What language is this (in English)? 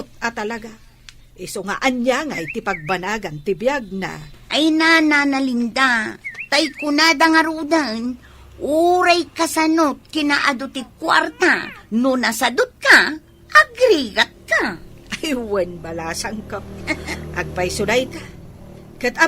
Iloko